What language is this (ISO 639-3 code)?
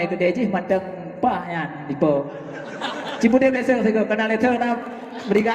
ace